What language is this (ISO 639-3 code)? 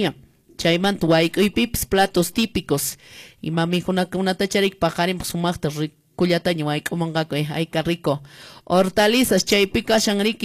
que